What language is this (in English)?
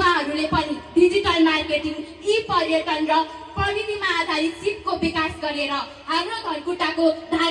Nepali